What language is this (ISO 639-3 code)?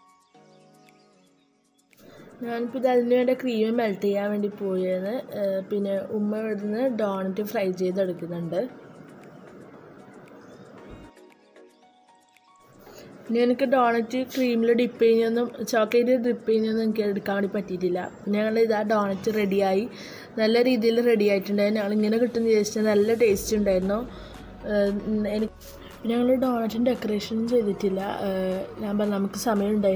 mal